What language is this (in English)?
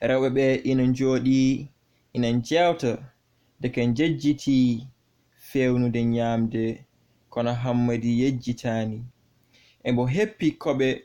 Fula